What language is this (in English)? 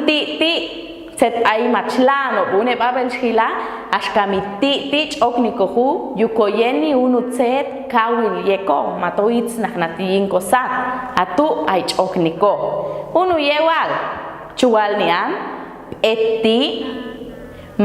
Popti'